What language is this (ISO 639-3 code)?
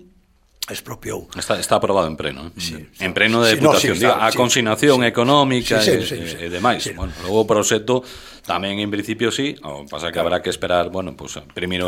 glg